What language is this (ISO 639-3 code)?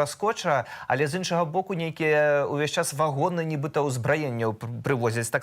bel